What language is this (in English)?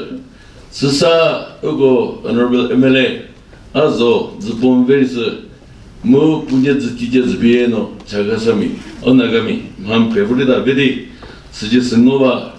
Chokri Naga